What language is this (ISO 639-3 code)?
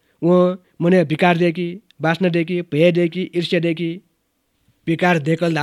new